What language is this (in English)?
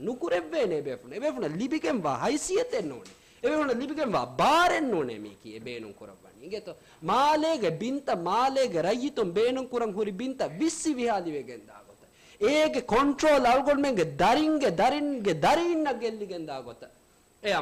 Divehi